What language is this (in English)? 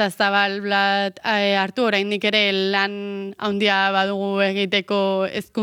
Basque